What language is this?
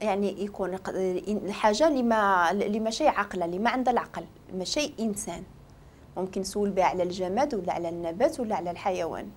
Moroccan Arabic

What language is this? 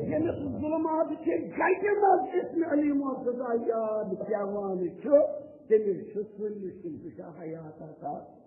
Kashmiri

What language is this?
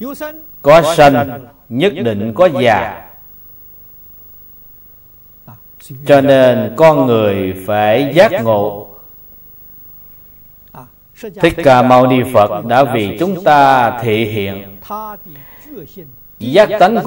Vietnamese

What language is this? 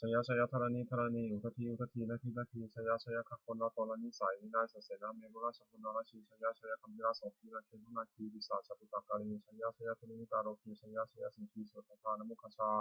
Pali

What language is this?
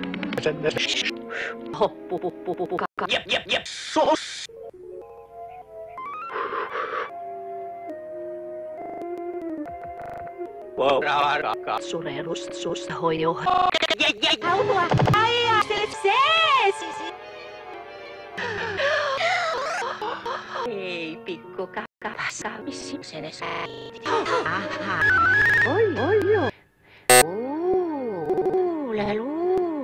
Finnish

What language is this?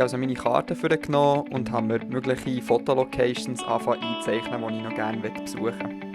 Swiss German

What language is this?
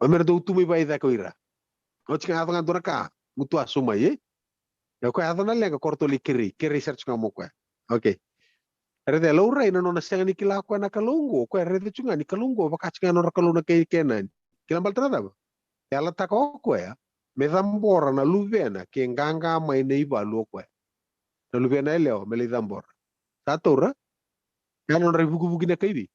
Fijian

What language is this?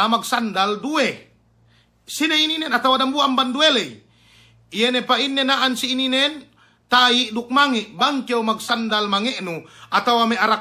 Yakan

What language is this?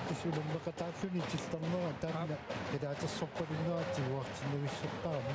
Kalaallisut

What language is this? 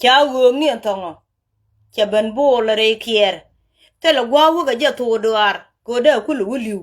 Nuer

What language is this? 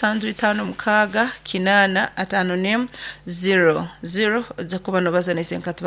Nyoro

